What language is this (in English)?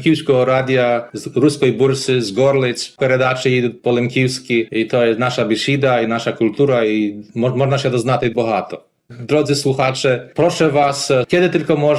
Rusyn